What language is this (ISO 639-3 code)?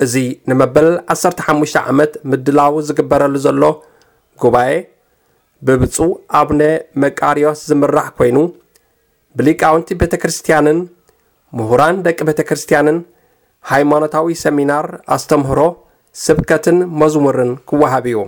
tir